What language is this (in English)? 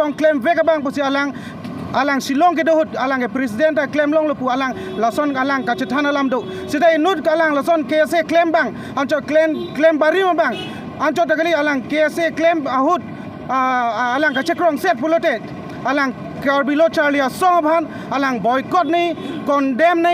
Karbi